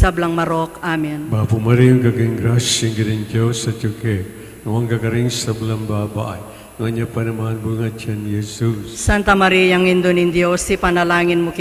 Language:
Pampanga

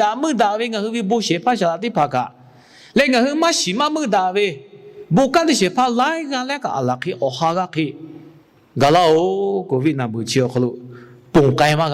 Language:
Lahu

